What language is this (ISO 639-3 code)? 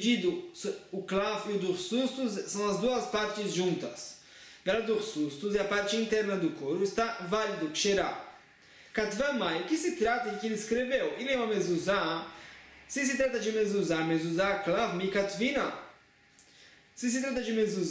por